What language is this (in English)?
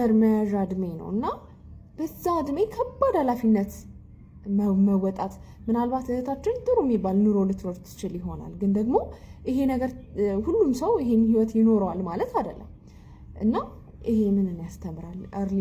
Amharic